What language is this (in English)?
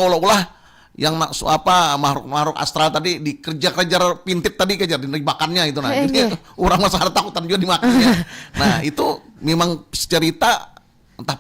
Banjar